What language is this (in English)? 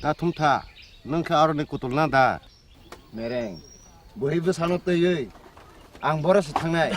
Kok Borok